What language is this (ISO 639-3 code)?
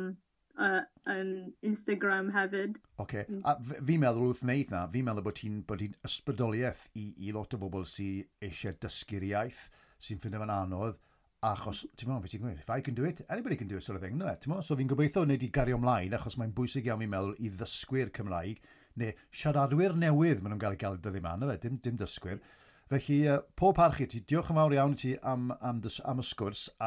cym